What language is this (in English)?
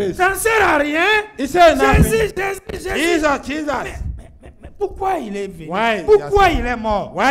French